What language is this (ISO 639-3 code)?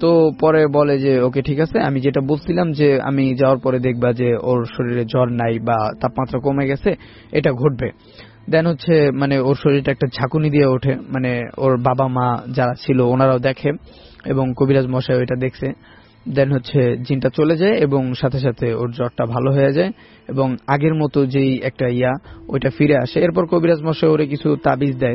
ben